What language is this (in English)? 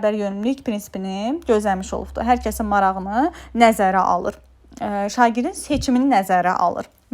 Azerbaijani